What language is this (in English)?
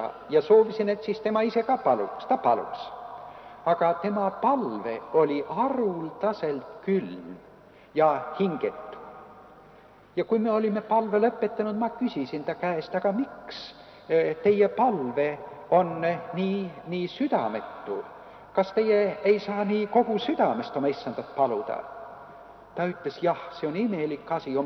Estonian